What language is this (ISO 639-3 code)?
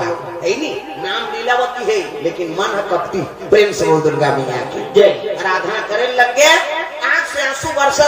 hne